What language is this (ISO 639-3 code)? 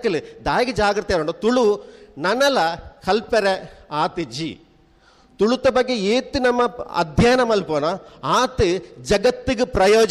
tcy